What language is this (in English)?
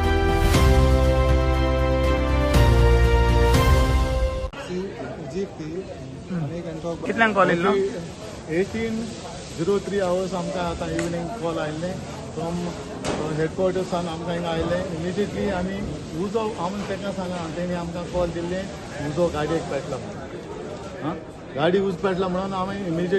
Konkani